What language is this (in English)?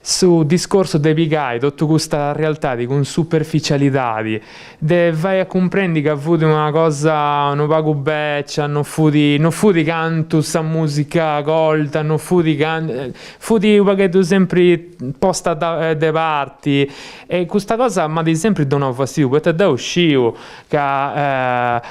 Sardinian